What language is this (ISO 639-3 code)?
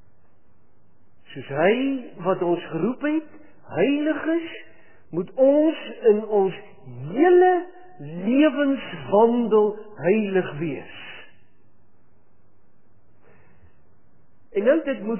afr